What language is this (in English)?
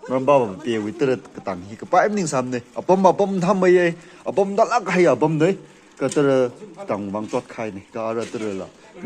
Tangkhul Naga (India)